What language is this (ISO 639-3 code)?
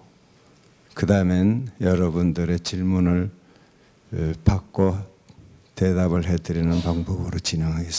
kor